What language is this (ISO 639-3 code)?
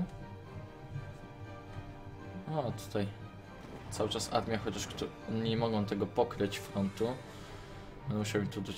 pol